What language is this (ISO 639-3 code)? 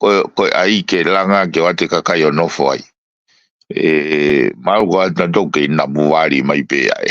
ton